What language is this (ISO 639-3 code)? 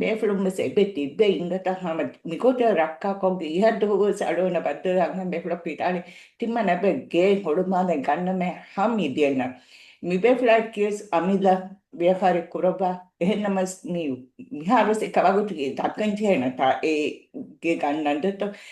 div